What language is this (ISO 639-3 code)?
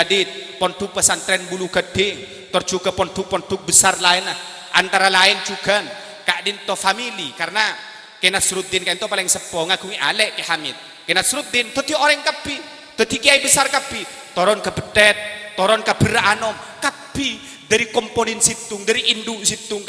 mad